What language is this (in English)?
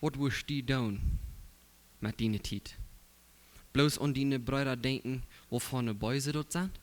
Plautdietsch